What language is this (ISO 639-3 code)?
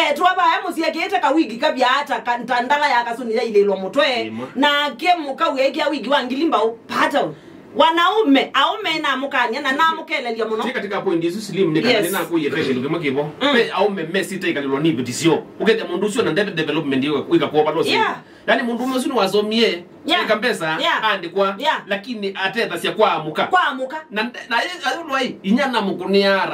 kam